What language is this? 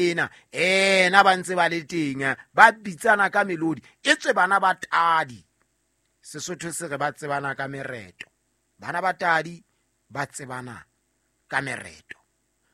Southern Sotho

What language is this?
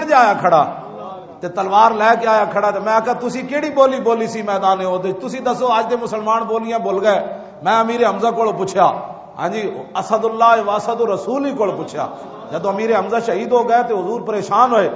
Western Panjabi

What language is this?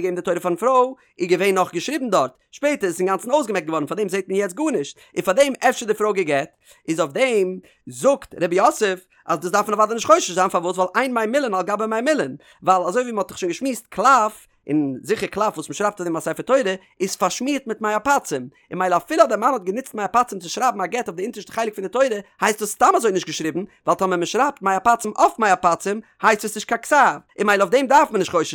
Yiddish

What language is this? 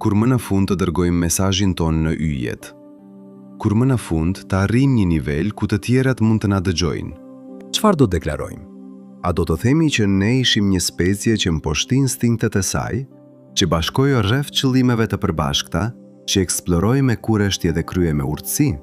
Albanian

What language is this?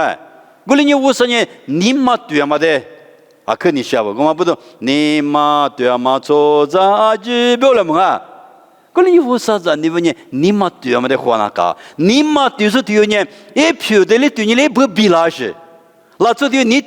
Lisu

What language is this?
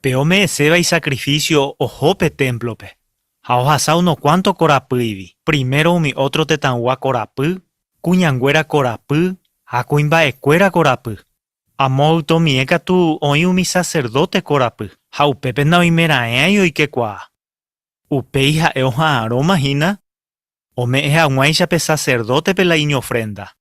Guarani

